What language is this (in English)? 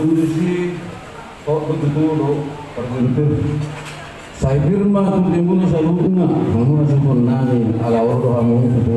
Batak Toba